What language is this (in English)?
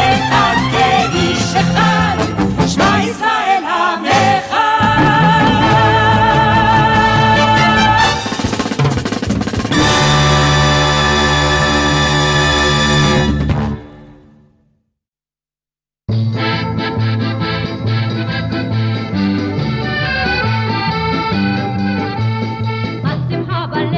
Hebrew